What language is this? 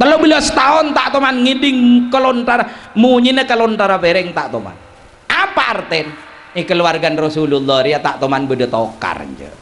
Madurese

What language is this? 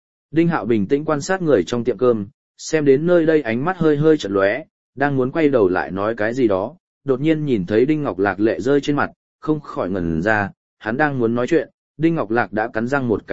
Vietnamese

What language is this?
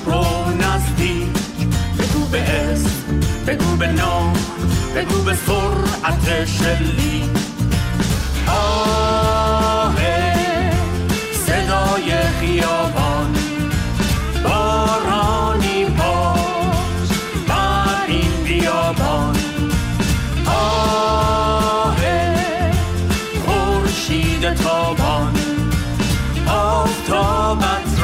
Persian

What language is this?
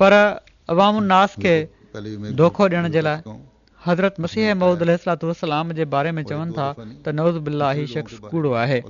Sindhi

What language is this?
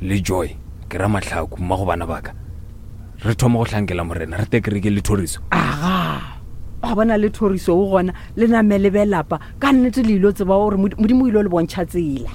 Northern Sotho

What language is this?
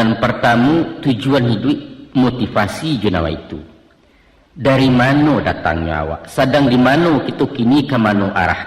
Minangkabau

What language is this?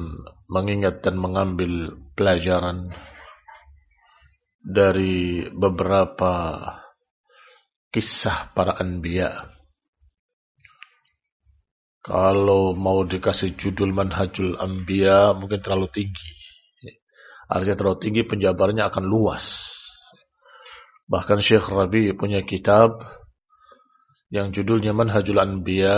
Indonesian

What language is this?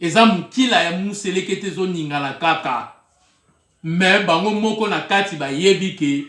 Lingala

